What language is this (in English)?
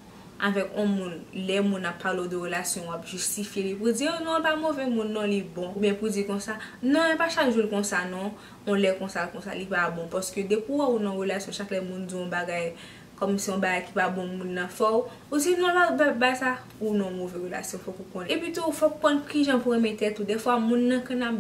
Haitian Creole